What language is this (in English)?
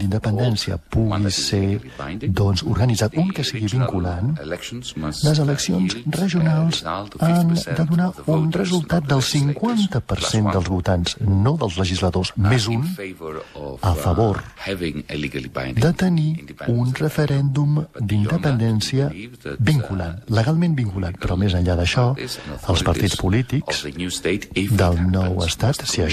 Catalan